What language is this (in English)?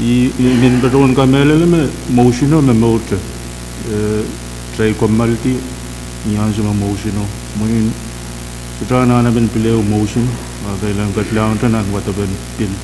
Pohnpeian